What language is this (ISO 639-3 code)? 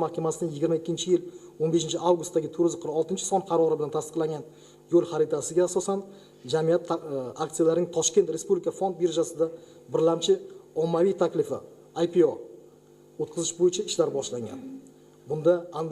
uzb